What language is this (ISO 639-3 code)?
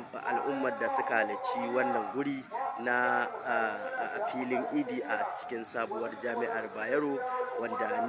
hau